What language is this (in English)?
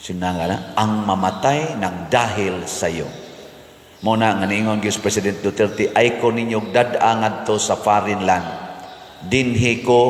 Cebuano